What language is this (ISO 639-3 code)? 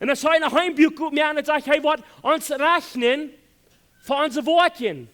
pdt